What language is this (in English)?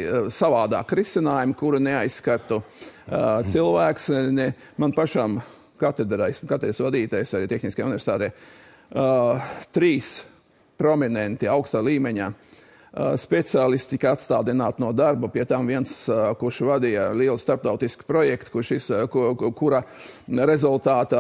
Latvian